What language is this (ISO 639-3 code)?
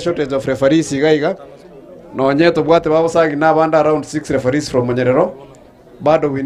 guz